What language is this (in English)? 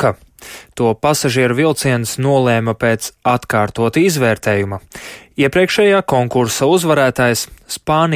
Latvian